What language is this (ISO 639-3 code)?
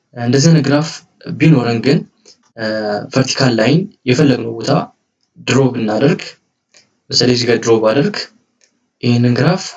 amh